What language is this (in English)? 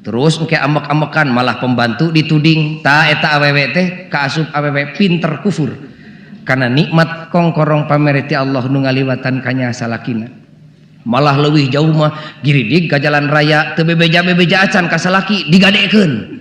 Sundanese